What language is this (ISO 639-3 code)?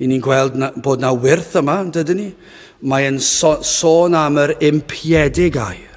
cym